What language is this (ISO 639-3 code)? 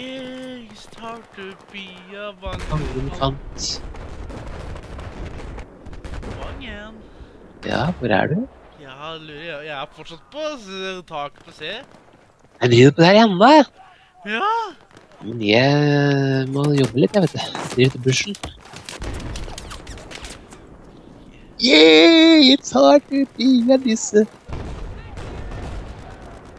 nor